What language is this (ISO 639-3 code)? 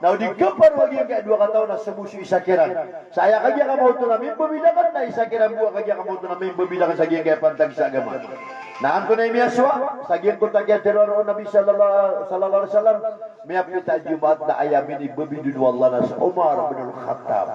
mrw